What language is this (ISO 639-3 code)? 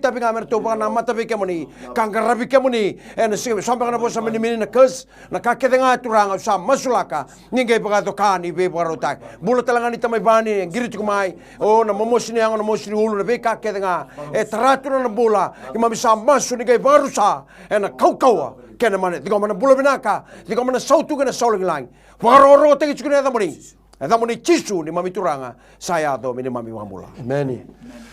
fij